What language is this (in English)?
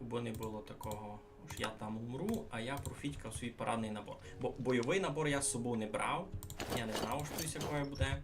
Rusyn